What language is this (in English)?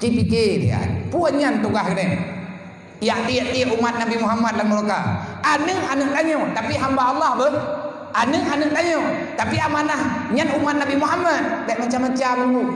Achinese